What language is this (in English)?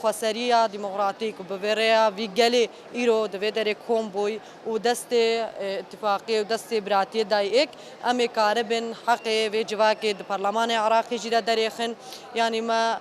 Kurdish